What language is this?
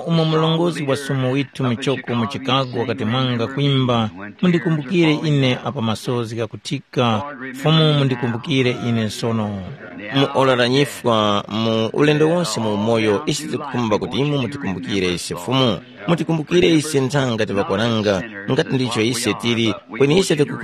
Tumbuka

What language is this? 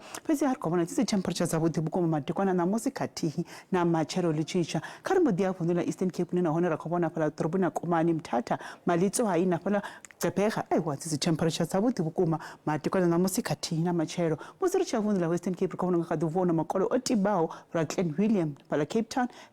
Venda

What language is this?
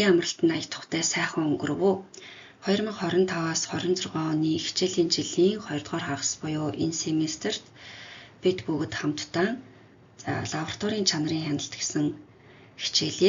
Mongolian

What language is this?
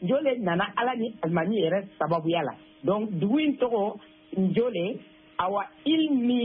Bambara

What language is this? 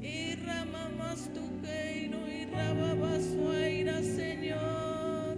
Tzeltal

